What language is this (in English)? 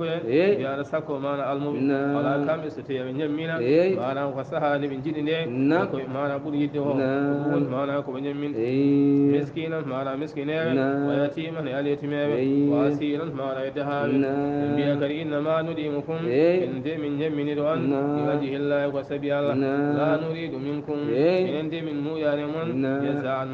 Fula